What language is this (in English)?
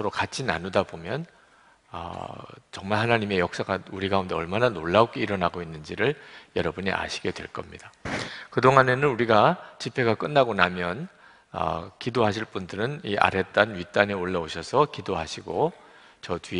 Korean